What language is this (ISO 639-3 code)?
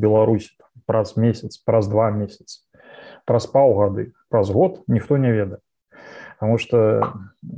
bel